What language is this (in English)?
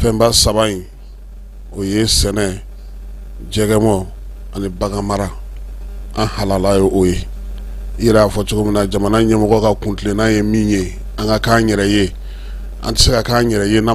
Bambara